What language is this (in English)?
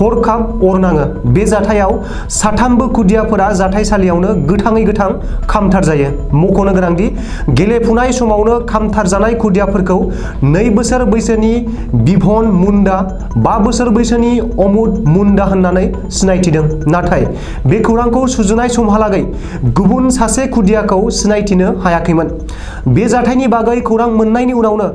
Bodo